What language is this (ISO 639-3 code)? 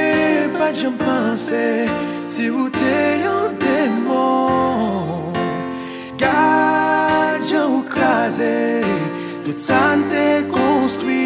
hat